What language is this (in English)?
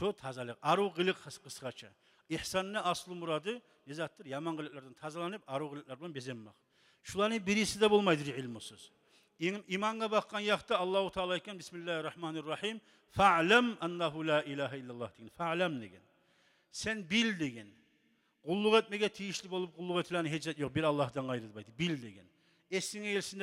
Kumyk